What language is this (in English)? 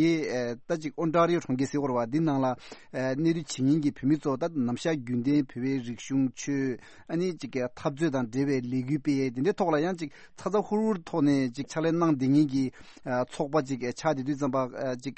Tibetan